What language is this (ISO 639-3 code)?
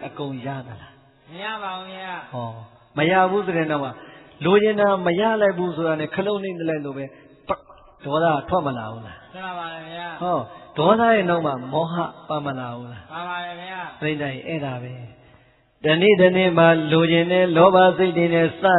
mya